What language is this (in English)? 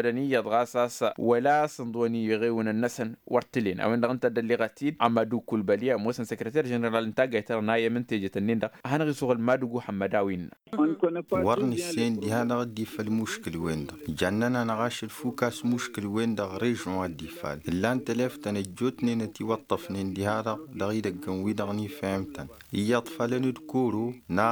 Tamasheq